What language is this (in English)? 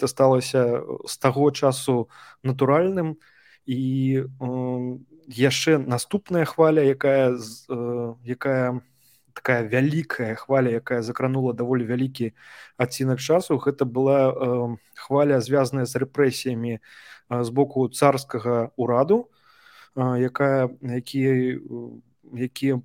Belarusian